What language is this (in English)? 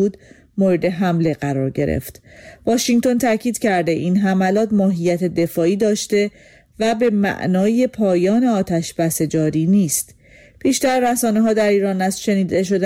Persian